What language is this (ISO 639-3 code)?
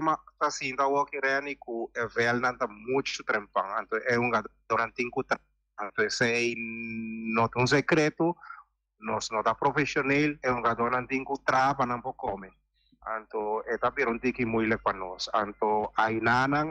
pap